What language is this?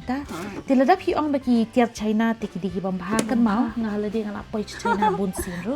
Khasi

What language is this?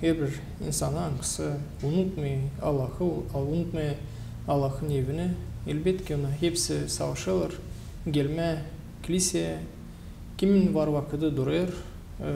Gagauz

